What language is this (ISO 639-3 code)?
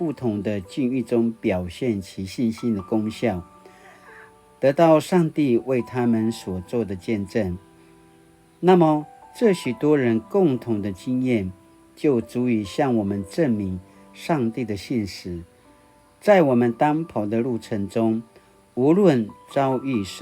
pwn